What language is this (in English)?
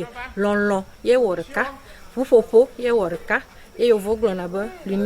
Ewe